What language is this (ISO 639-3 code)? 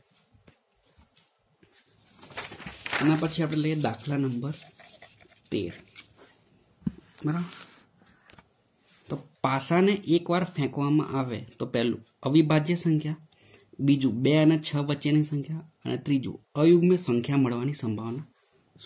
guj